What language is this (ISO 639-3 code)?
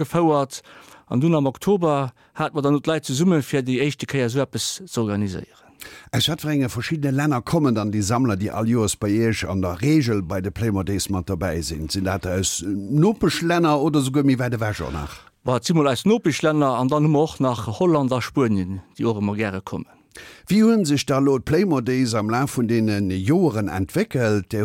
ltz